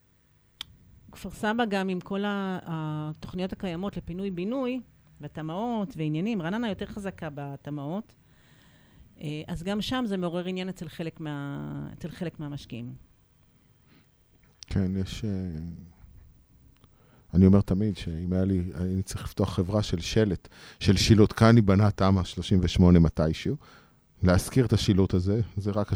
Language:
Hebrew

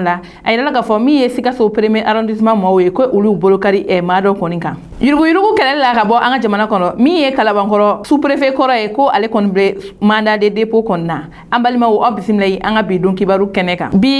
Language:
Bambara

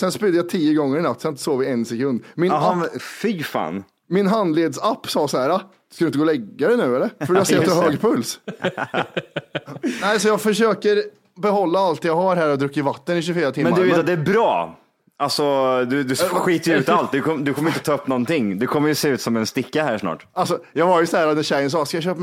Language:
Swedish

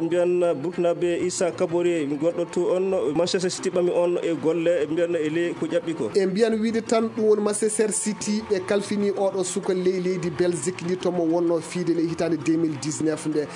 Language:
Fula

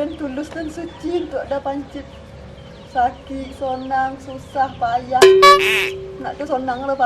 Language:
Minangkabau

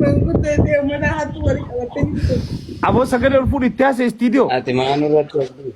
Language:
Oromo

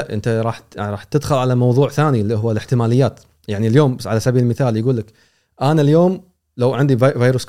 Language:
Gulf Arabic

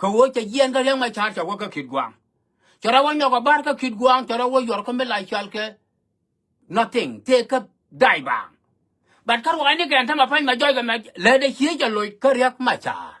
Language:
Nuer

